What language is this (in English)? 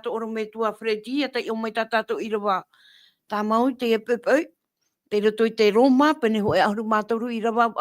Tahitian